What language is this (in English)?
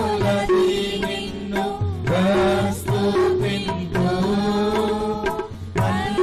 Telugu